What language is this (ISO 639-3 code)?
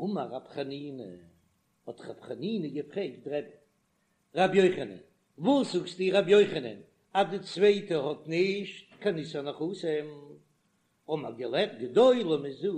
yid